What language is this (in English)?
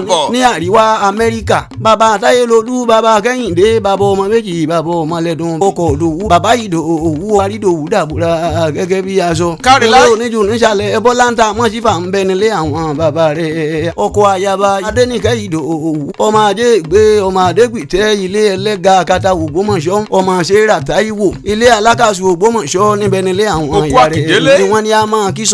Yoruba